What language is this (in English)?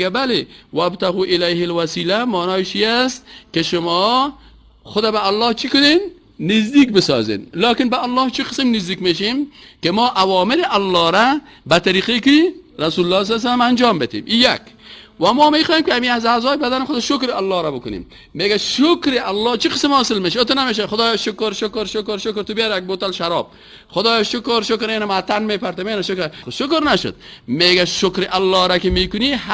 Persian